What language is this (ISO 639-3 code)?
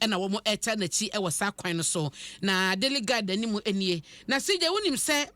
aka